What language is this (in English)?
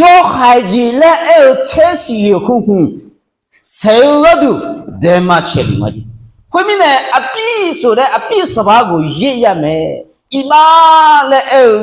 Akha